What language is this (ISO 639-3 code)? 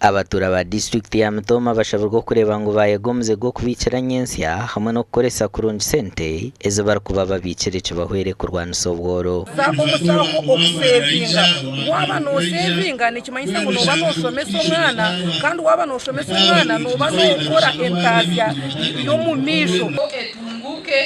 nyn